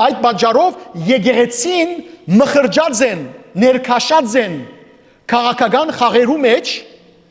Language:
Western Armenian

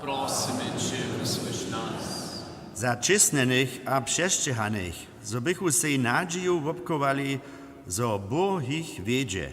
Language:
Upper Sorbian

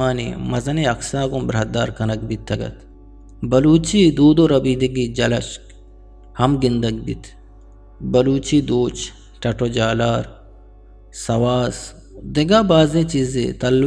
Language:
Eastern Balochi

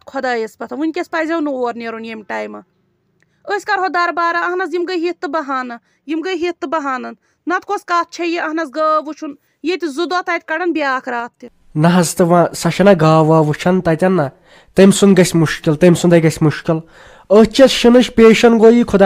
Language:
Kashmiri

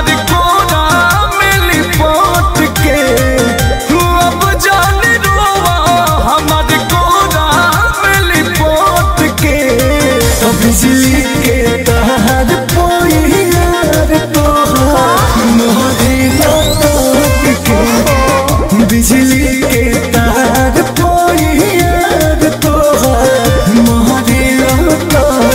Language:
Bhojpuri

